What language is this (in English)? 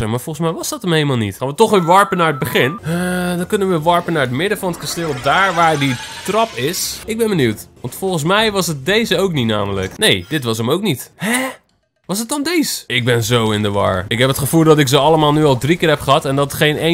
Dutch